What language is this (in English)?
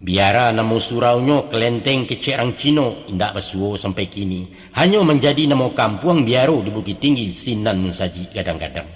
Minangkabau